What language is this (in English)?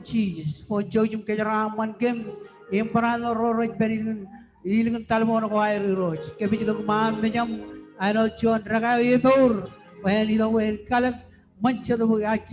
Marshallese